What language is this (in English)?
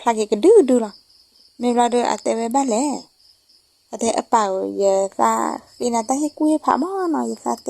S'gaw Karen